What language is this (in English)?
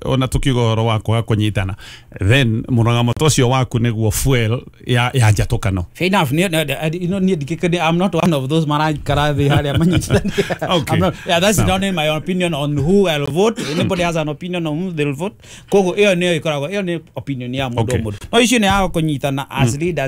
Kikuyu